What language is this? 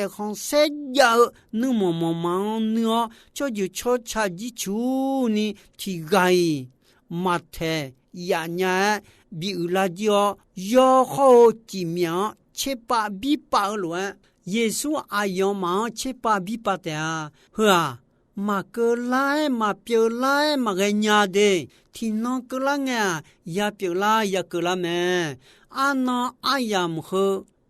Akha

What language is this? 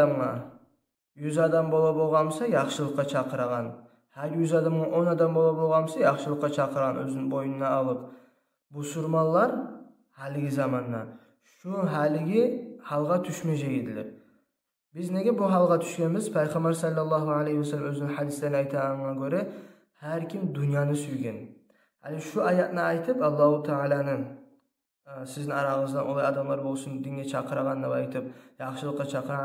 Kumyk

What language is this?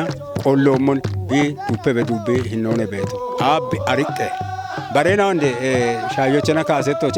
Kafa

